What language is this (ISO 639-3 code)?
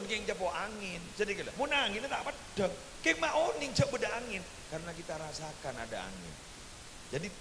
mad